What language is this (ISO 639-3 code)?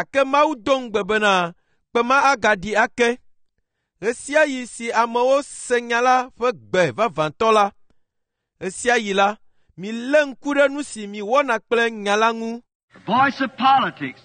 ewe